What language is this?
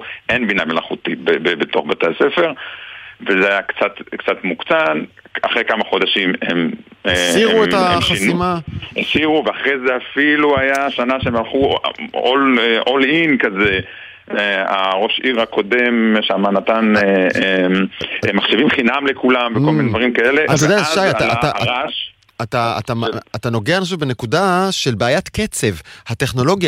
Hebrew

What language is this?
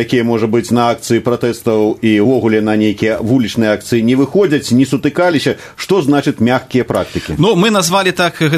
Belarusian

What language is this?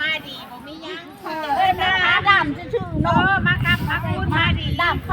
Lao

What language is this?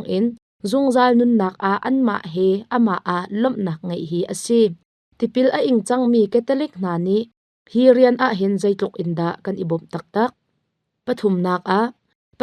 Hakha Chin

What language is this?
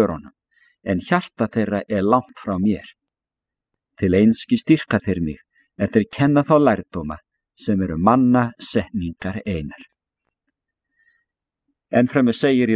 Icelandic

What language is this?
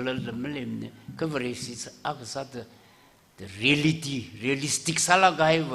Tangkhul Naga (India)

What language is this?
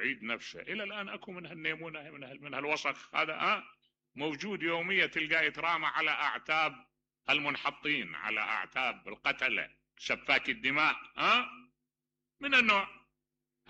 Mesopotamian Arabic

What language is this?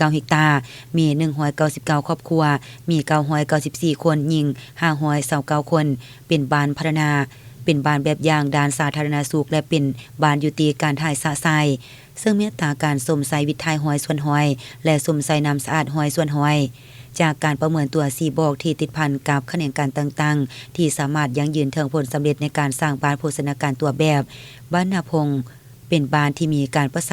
Lao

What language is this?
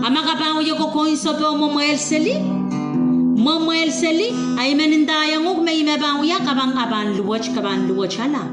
Pohnpeian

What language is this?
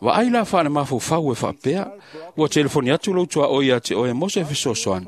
Samoan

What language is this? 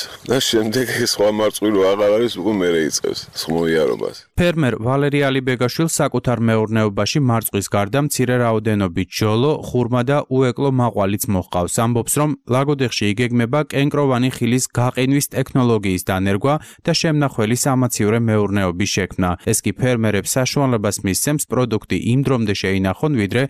Georgian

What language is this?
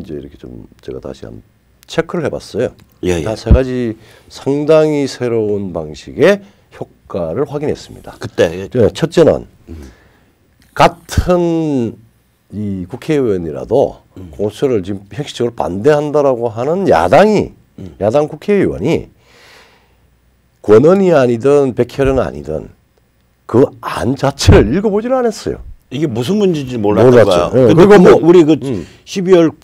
Korean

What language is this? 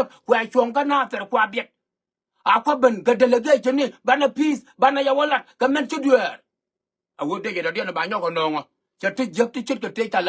Nuer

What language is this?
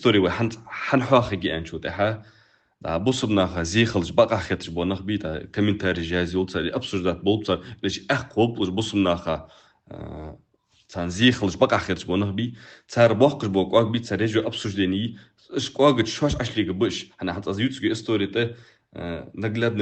Ingush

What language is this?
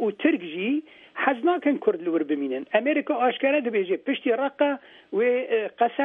Kurdish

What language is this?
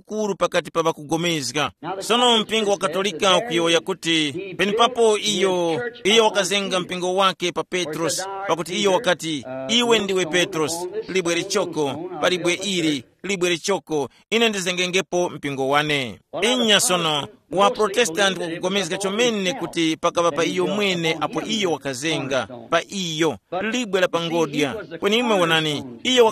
Tumbuka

